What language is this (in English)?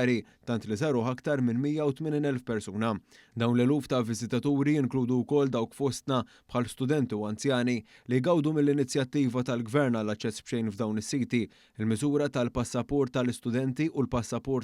Maltese